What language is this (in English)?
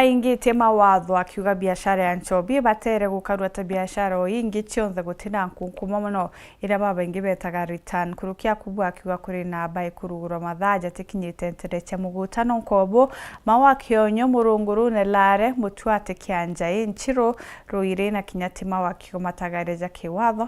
Meru